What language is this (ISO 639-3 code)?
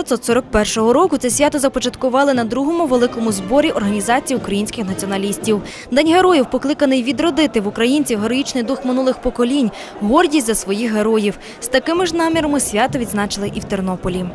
ukr